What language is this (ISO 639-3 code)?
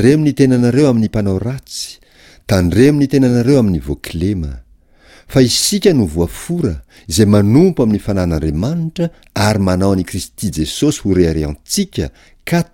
mlg